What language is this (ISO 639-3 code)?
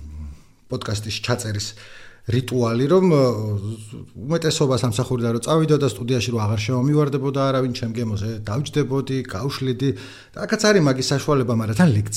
kat